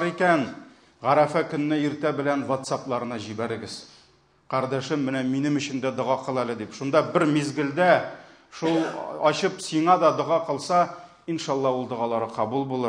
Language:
Tatar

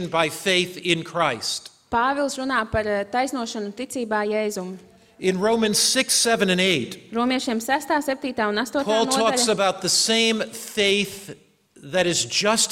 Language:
Latvian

